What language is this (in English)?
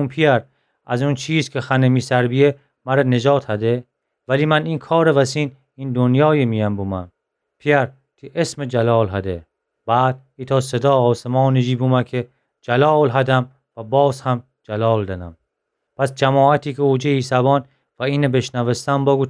Gilaki